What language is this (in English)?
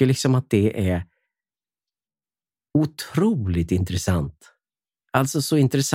Swedish